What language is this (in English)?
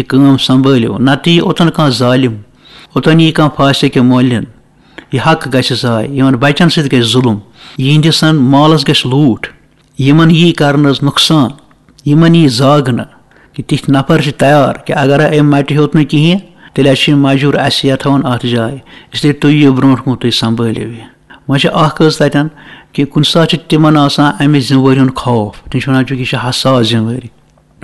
Kashmiri